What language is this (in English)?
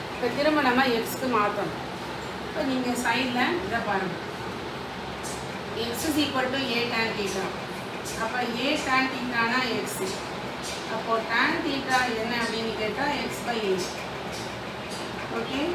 Tamil